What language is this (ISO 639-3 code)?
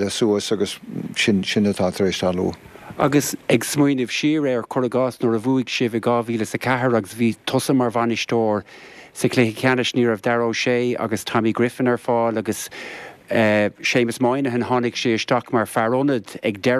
gle